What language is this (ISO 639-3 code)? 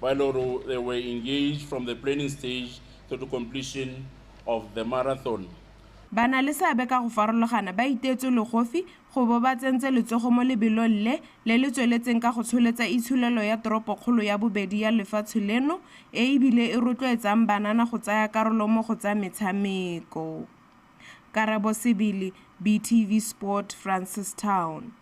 tsn